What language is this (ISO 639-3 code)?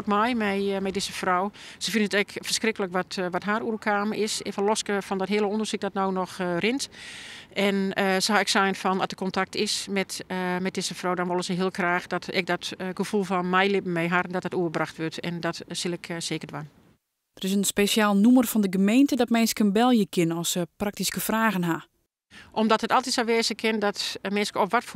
fry